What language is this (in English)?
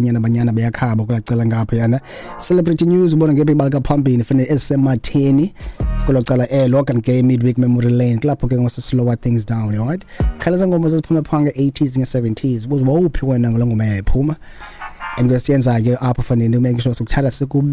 Xhosa